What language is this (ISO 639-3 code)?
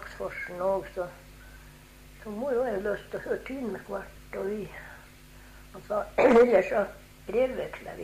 nor